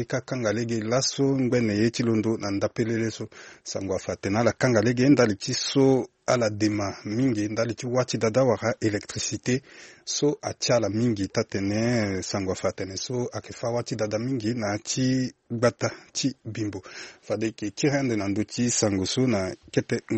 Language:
Sango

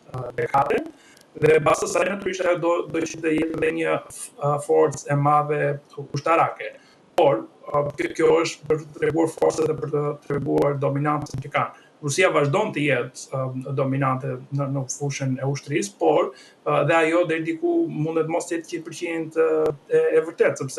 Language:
Albanian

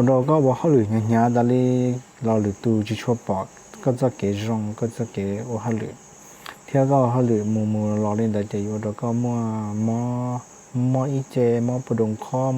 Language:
Hmong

